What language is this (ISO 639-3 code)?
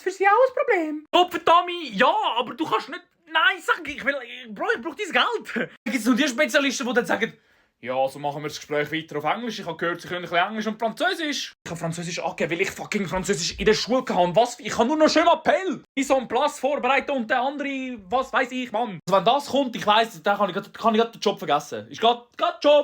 gsw